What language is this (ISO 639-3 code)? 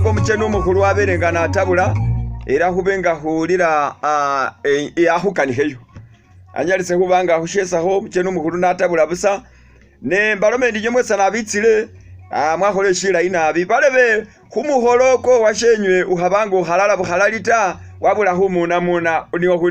myx